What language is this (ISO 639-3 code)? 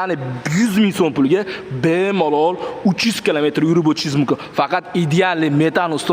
uzb